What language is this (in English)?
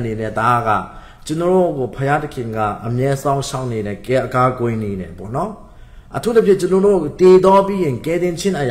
Burmese